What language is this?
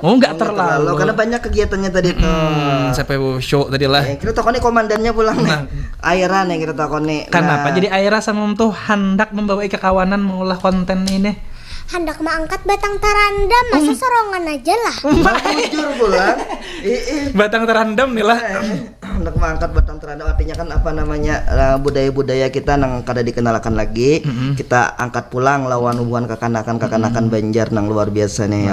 Banjar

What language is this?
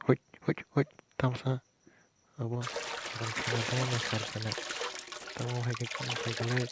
Kok Borok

